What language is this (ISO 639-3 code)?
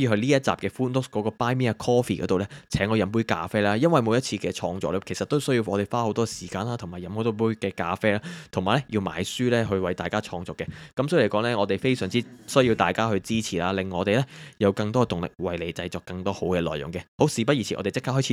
yue